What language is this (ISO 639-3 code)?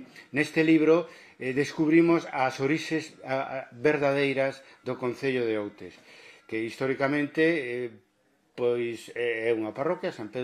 glg